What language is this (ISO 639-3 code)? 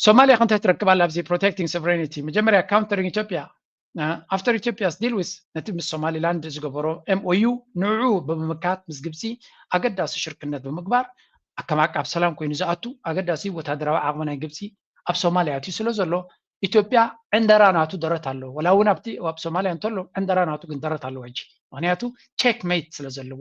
tir